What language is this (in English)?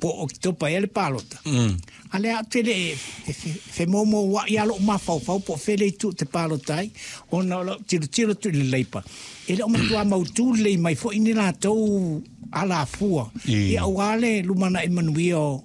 Samoan